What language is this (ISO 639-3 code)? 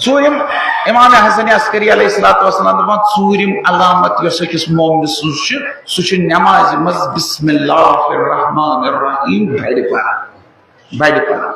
kas